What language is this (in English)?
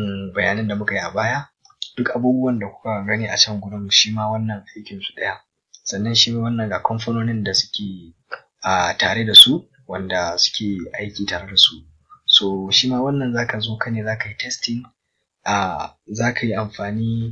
Hausa